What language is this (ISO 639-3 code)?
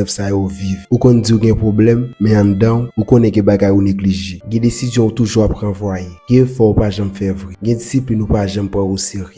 hat